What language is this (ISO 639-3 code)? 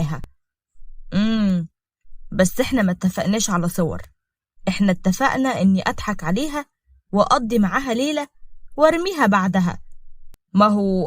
arz